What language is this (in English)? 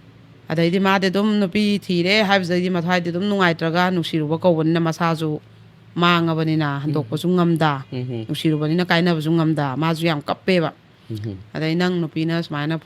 Manipuri